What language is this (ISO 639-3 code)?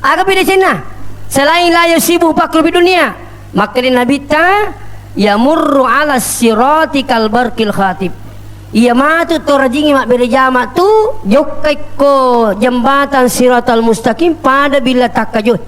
bug